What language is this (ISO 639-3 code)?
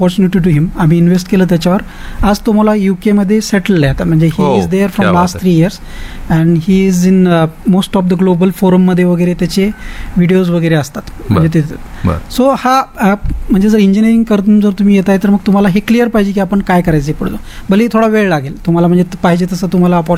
mar